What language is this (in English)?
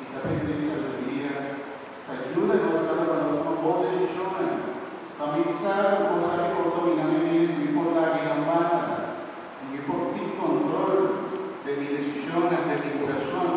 Papiamento